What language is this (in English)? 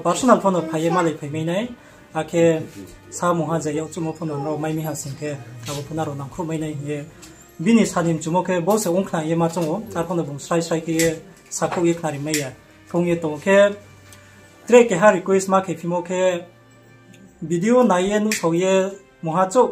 Riang (India)